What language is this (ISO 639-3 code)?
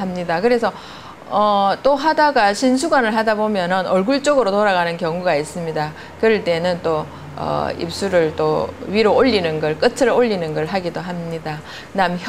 kor